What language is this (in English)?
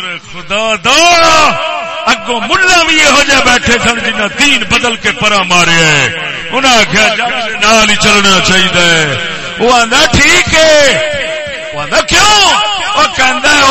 Saraiki